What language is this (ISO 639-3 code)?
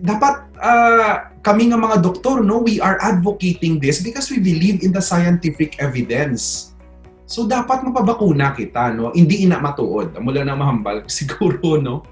hil